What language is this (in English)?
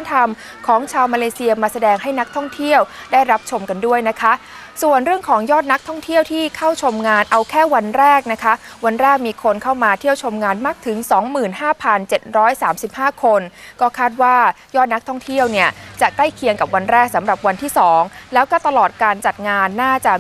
Thai